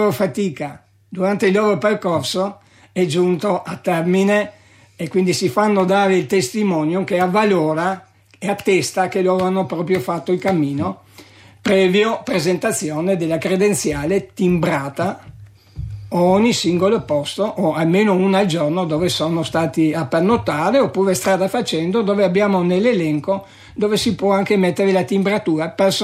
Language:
Italian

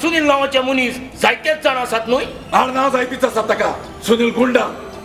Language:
Konkani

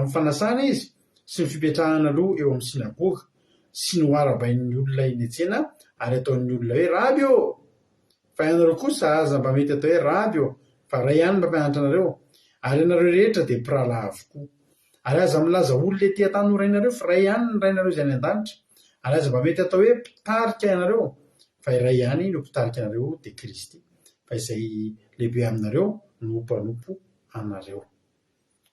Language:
Malagasy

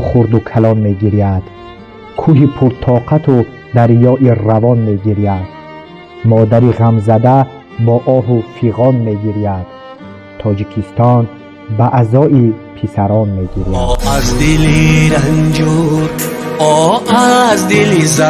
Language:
Tajik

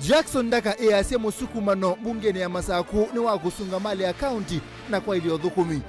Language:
Kamba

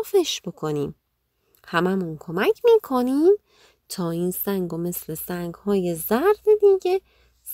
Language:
Persian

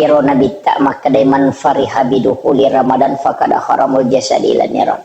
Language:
Buginese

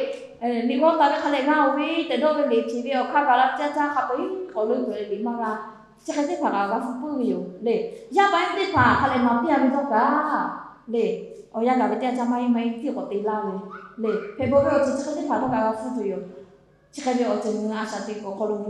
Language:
Lahu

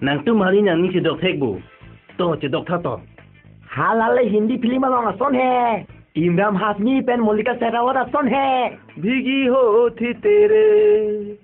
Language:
Karbi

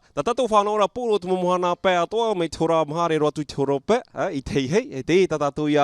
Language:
Tahitian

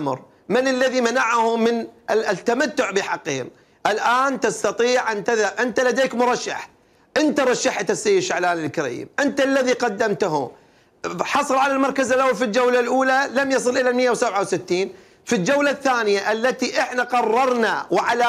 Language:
Mesopotamian Arabic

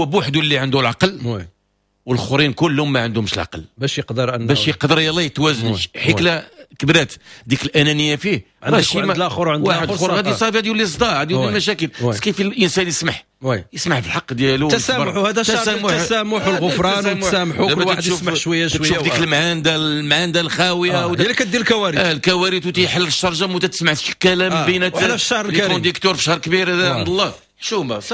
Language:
Moroccan Arabic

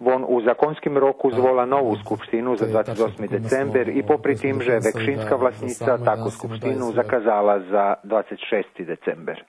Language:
Rusyn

